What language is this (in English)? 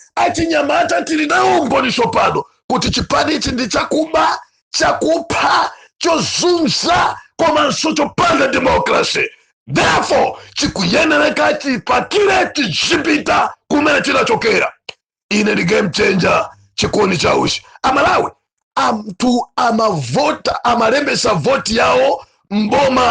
Nyanja